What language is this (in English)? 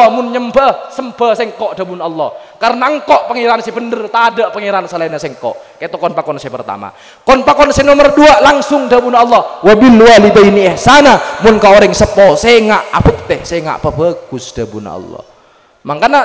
Madurese